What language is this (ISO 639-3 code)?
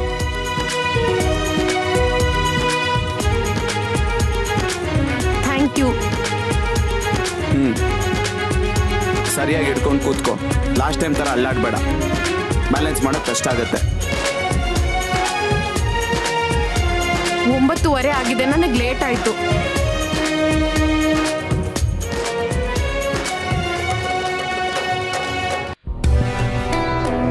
kan